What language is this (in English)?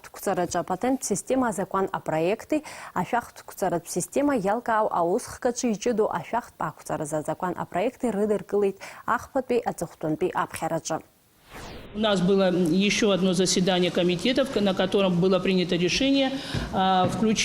Abkhazian